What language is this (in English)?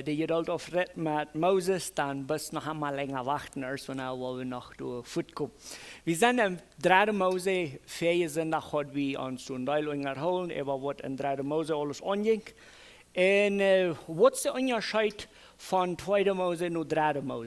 Plautdietsch